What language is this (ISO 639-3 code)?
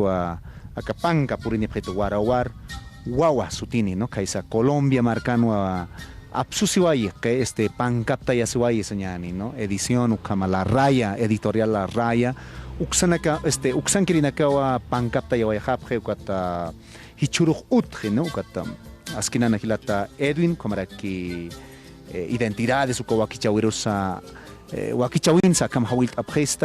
aym